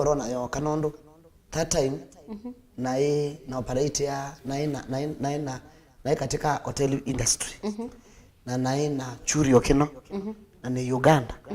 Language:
Kamba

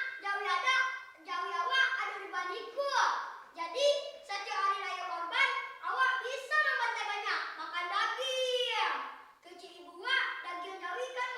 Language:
Minangkabau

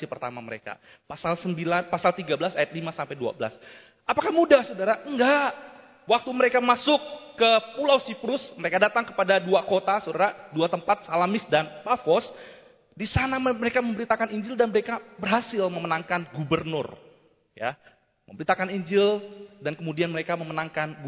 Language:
Indonesian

